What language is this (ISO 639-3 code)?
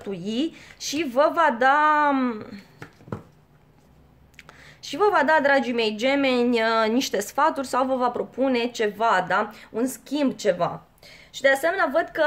ron